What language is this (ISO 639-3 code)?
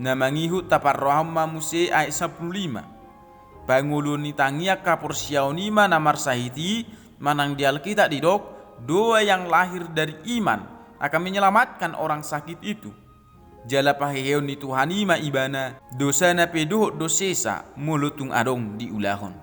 bbc